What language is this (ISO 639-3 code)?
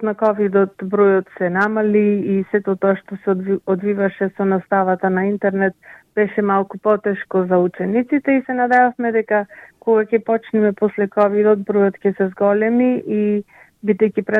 mkd